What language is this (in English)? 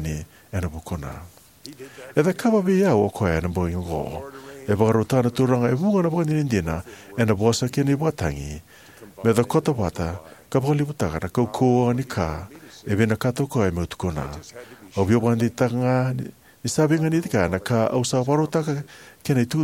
Fijian